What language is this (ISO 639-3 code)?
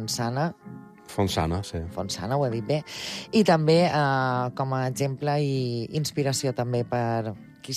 cat